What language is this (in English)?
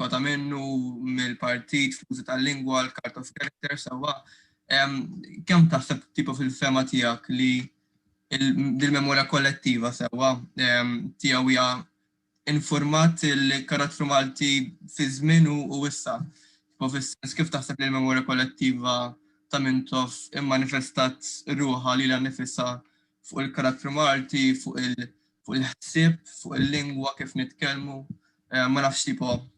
Maltese